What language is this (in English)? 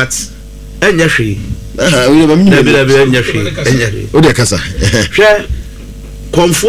Akan